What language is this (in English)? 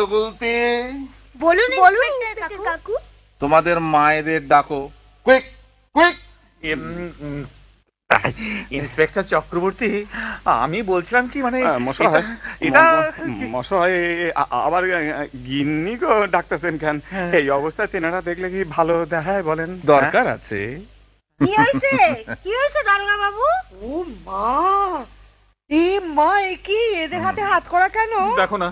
Bangla